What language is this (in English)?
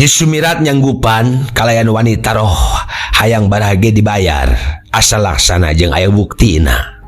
Sundanese